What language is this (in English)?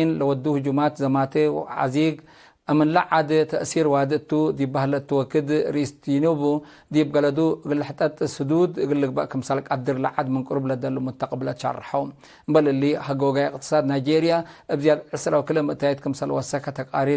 Tigre